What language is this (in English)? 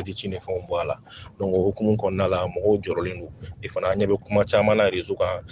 Bambara